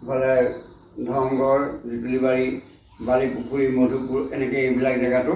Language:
Assamese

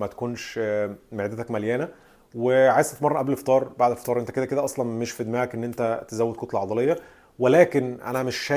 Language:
Egyptian Arabic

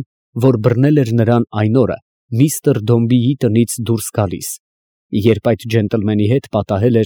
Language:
Armenian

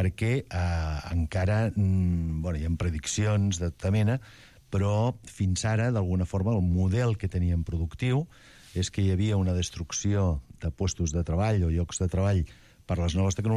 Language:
Catalan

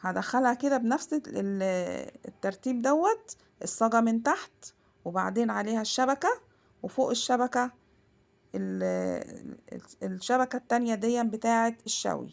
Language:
Egyptian Arabic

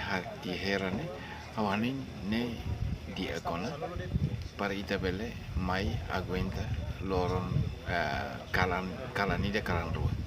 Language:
Tetum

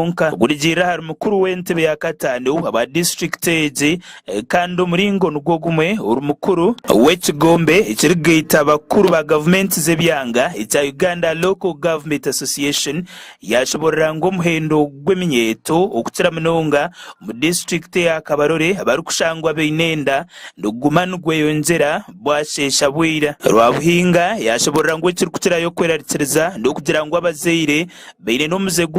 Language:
Nyankole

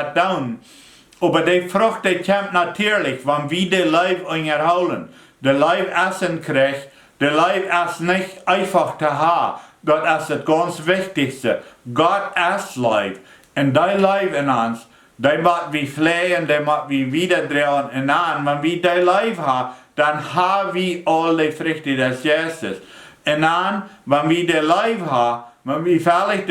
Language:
Plautdietsch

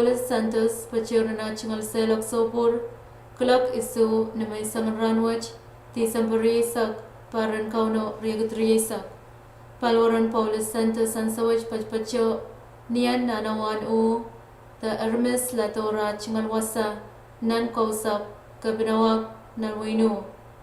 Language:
Pohnpeian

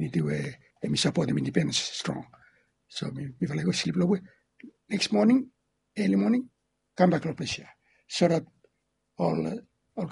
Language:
Bislama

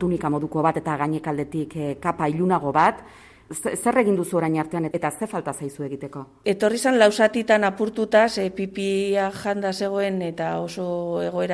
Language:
Basque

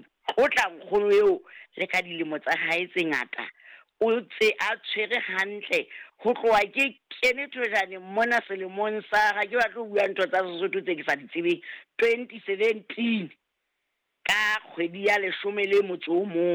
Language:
Southern Sotho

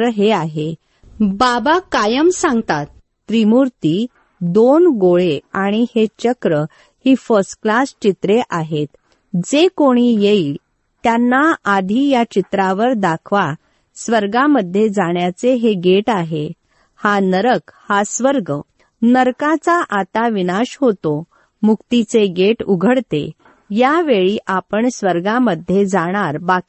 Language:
Marathi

